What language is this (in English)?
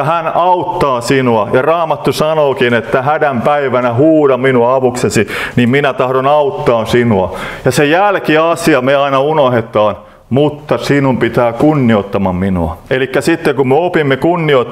Finnish